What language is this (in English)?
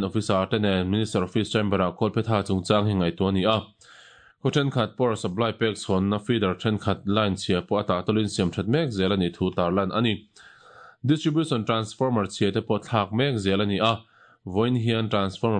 Mizo